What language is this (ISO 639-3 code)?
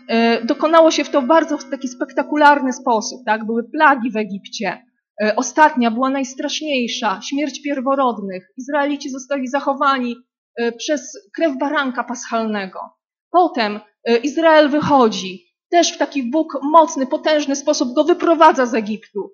pol